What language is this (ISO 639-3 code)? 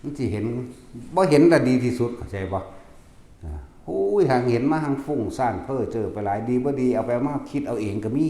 tts